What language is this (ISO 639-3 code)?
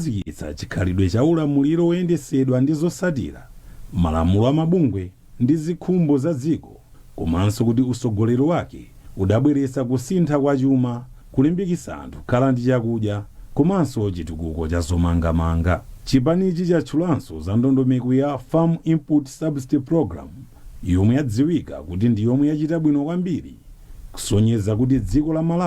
nya